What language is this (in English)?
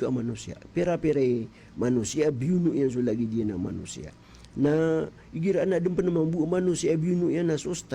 Maranao